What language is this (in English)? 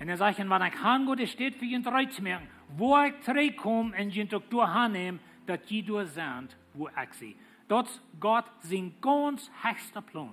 Plautdietsch